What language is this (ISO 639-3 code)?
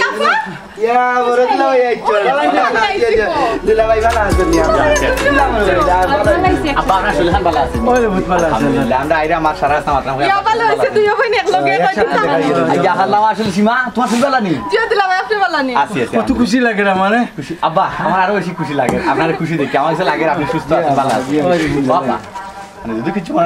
syl